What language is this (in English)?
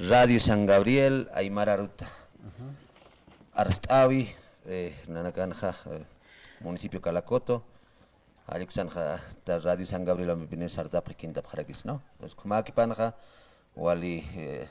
Aymara